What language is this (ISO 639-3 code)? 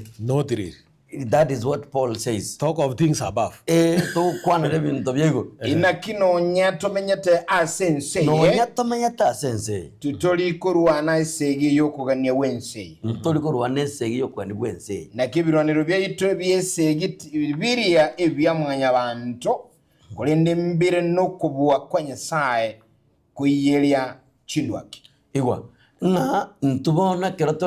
guz